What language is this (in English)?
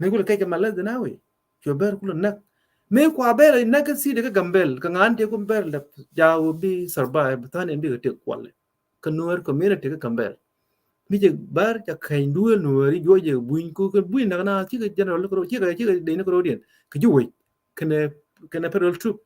Nuer